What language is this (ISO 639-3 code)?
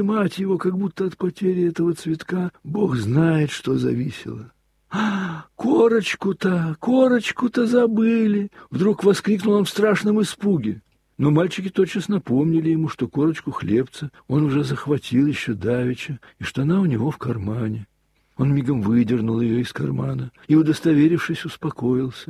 rus